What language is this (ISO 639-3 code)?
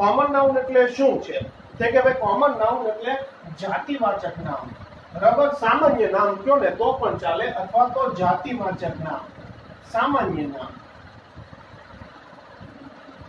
guj